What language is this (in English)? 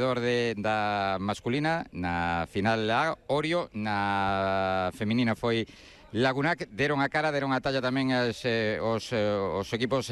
Galician